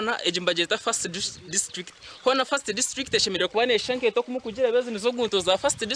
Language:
Nyankole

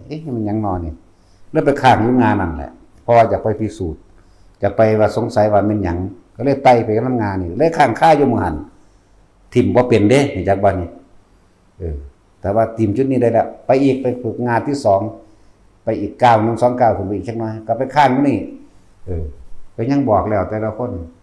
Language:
Northeastern Thai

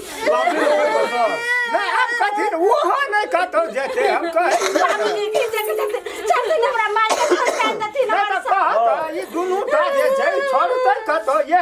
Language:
Maithili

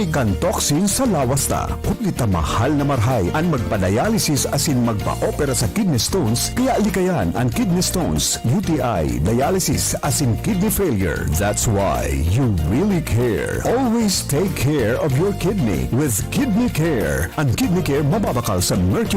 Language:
Bikol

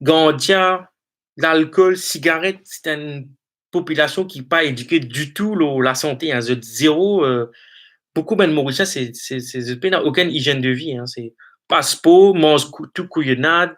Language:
Morisyen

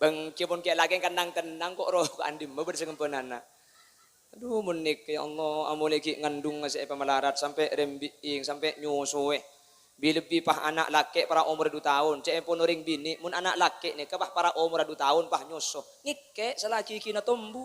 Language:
Madurese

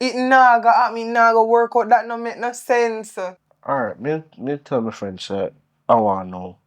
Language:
Jamaican Creole English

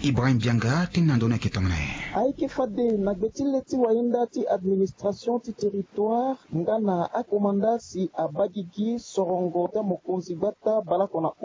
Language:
Sango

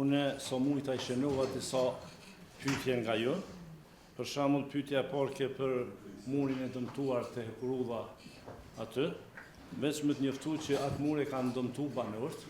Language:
Albanian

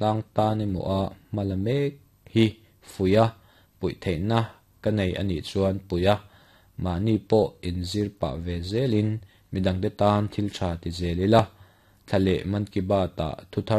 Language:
Mizo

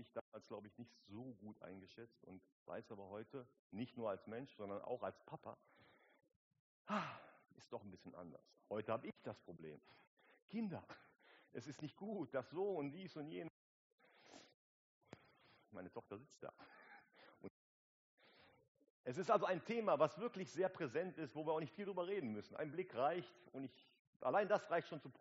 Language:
German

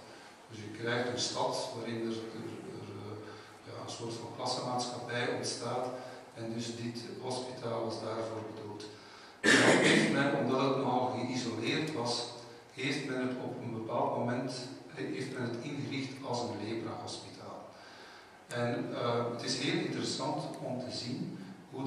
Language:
Dutch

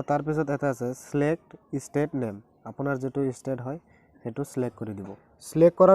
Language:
Assamese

